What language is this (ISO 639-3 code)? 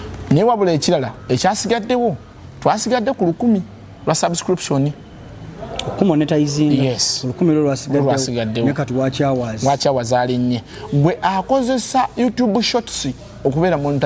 lug